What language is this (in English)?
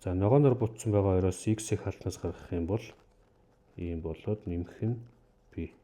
Mongolian